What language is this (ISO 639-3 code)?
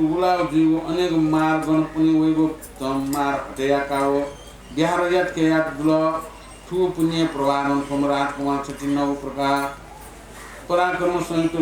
new